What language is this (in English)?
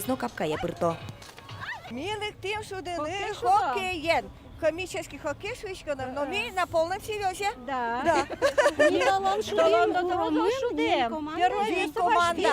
Udmurt